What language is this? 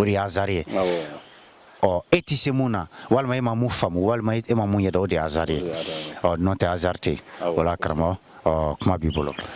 Bambara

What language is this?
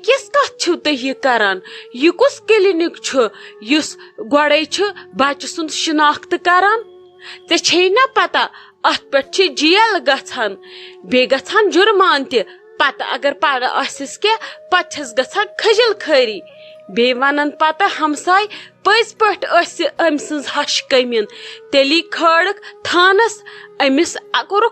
Kashmiri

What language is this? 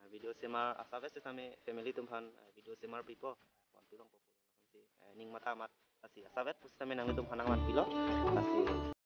Karbi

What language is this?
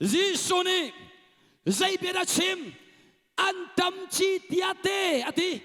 Hakha Chin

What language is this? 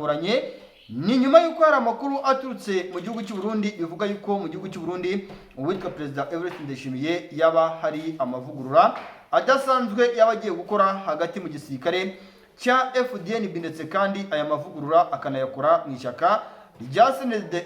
Kinyarwanda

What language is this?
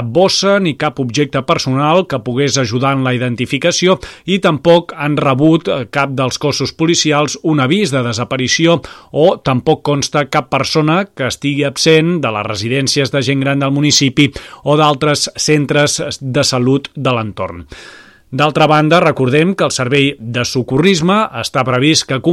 Catalan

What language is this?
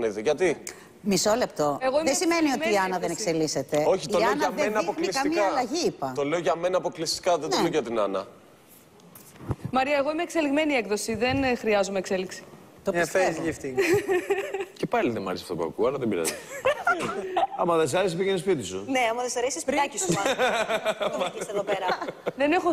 Greek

